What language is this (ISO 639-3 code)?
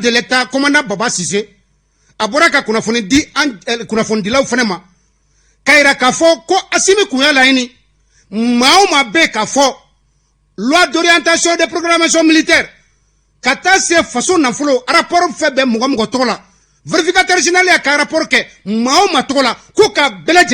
bam